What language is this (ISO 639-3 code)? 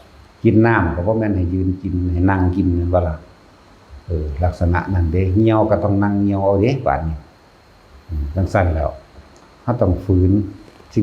tts